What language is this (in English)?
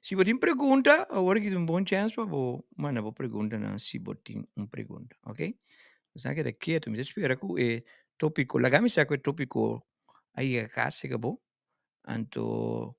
Papiamento